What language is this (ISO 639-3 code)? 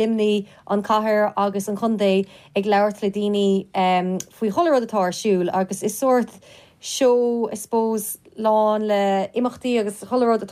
gle